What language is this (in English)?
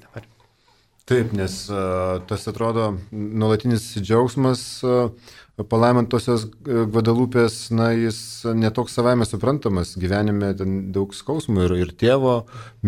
Lithuanian